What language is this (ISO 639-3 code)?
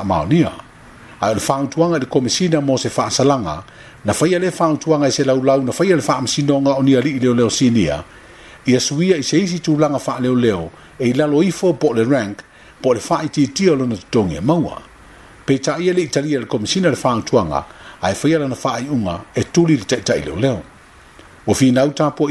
smo